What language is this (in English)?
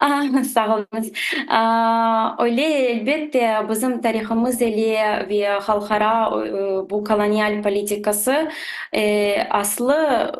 Crimean Tatar